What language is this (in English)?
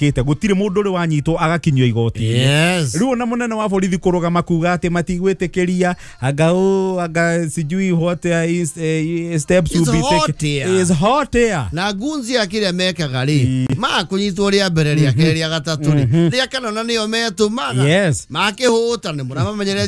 Kikuyu